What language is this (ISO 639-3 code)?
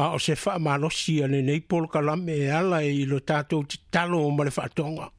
smo